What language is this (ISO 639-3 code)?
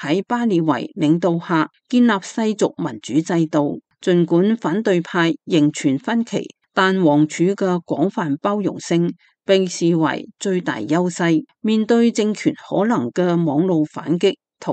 yue